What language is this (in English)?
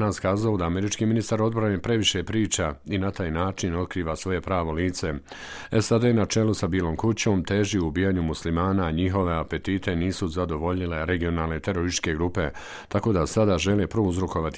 Bosnian